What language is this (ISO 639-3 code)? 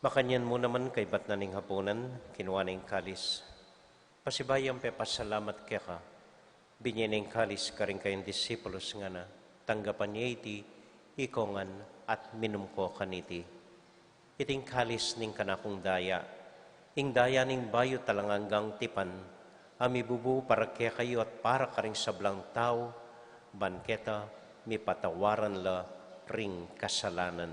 pam